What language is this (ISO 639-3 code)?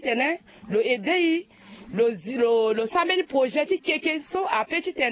sag